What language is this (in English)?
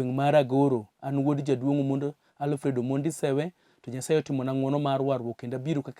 Luo (Kenya and Tanzania)